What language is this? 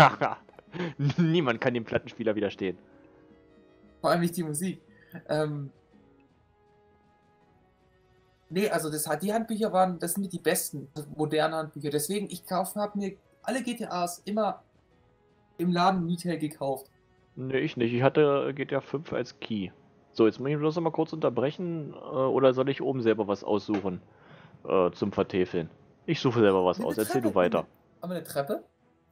German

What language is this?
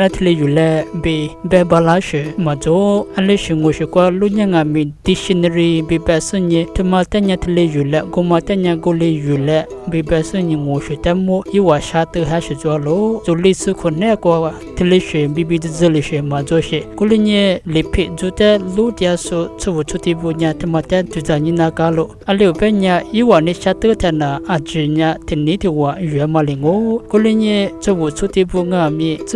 Lisu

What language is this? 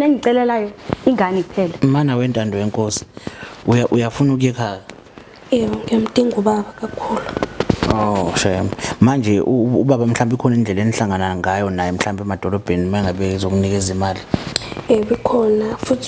Zulu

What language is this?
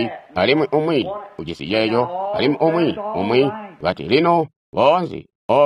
Tonga (Zambia)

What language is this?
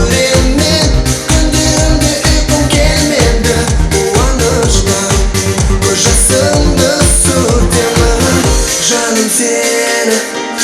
Kara-Kalpak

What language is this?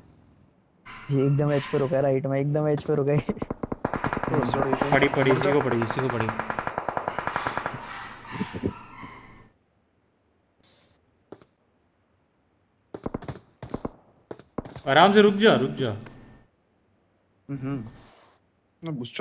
Hindi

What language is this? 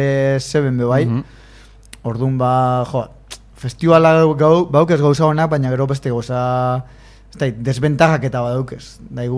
Basque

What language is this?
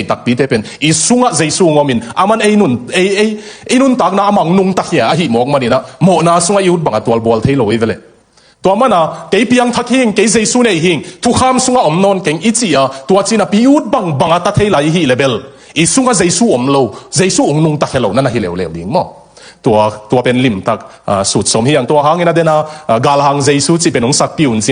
Tedim Chin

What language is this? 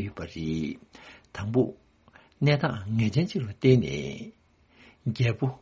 Tibetan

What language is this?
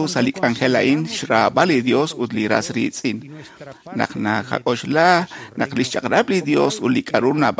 Kekchí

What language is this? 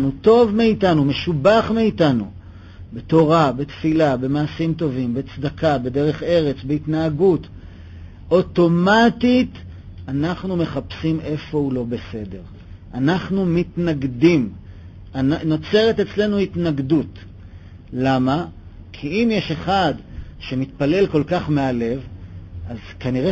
Hebrew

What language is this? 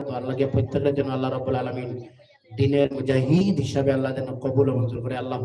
Sylheti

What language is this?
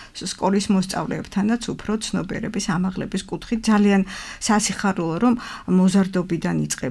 Georgian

